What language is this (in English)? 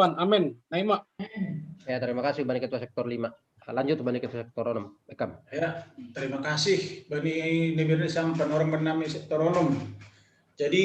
Batak Simalungun